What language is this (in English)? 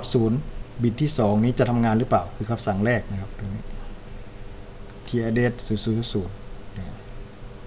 Thai